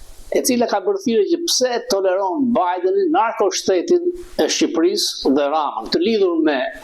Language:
Albanian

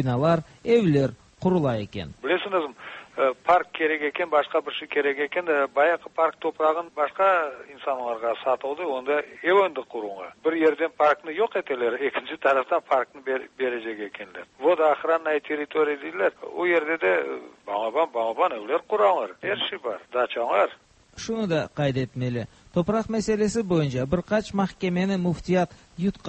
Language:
Tatar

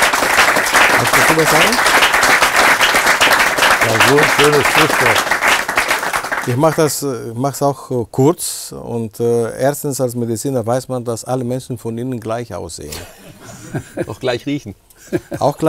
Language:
German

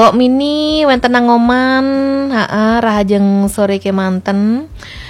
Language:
Balinese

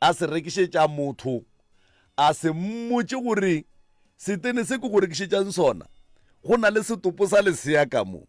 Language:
Northern Sotho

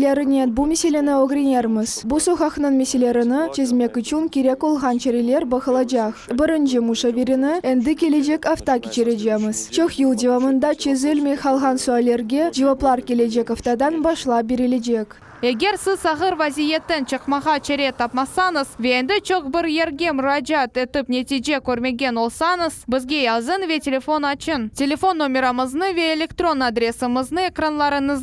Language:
Crimean Tatar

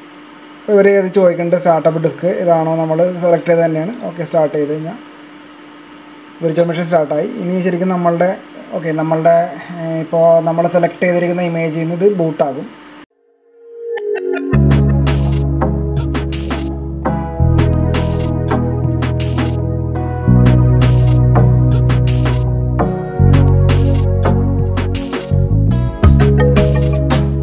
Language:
Malayalam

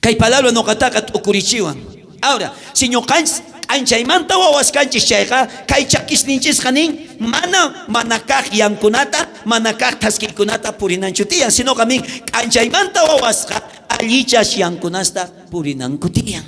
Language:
South Bolivian Quechua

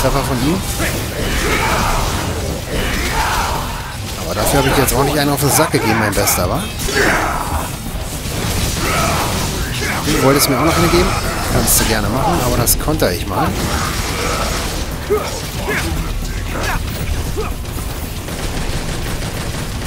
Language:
German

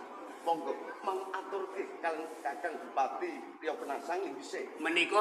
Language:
Javanese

